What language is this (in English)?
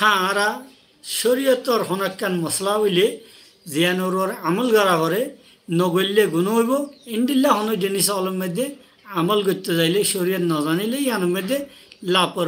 Rohingya